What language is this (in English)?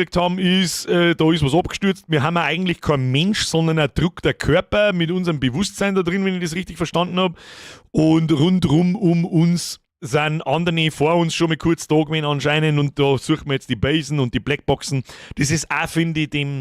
Bavarian